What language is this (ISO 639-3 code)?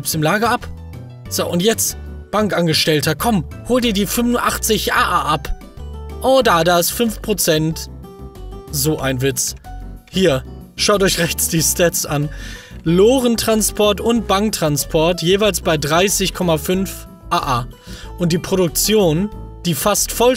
deu